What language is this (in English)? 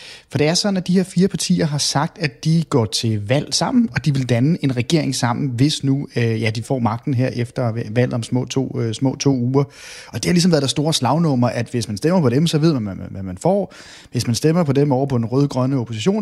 Danish